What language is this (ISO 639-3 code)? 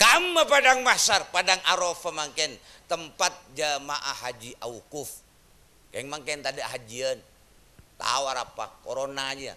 mad